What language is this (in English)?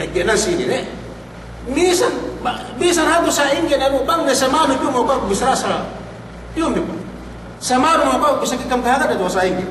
Yakan